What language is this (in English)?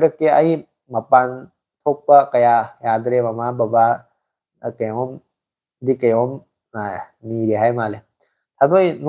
Manipuri